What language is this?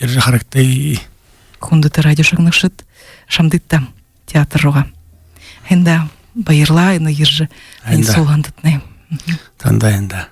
Buriat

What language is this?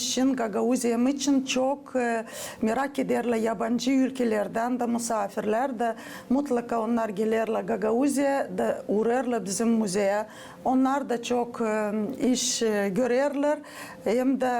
Gagauz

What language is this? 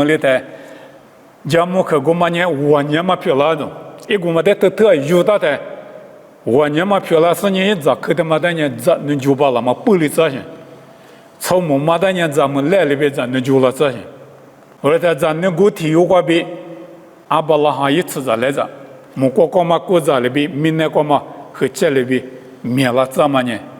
Lisu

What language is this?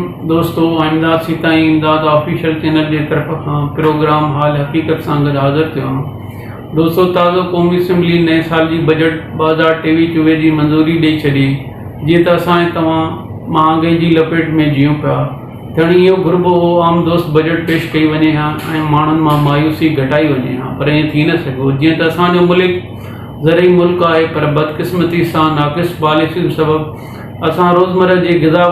Sindhi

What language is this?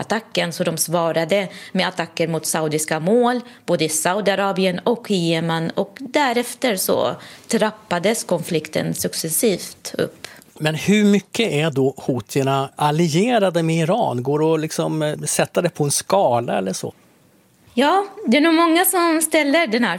Swedish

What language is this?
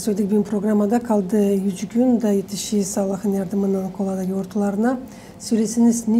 Gagauz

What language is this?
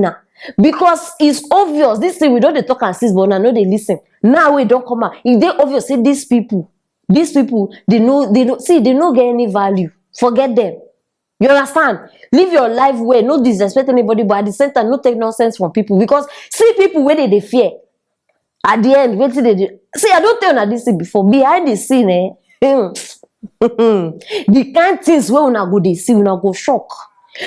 Nigerian Pidgin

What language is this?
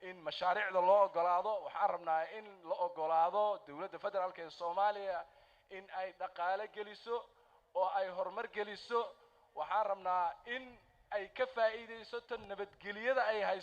Somali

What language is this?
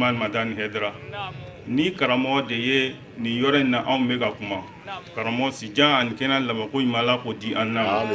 Bambara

